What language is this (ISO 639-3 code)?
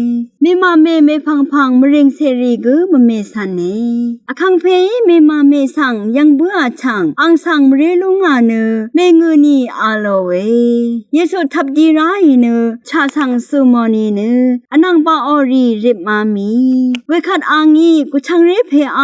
raw